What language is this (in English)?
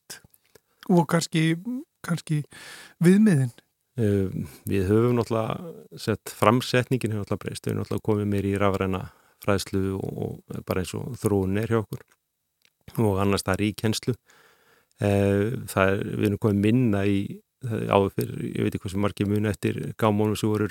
Icelandic